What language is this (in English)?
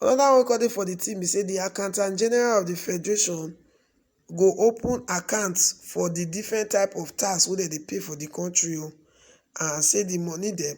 Nigerian Pidgin